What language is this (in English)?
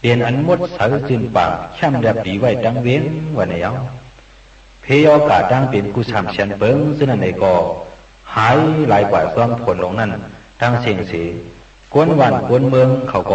Shan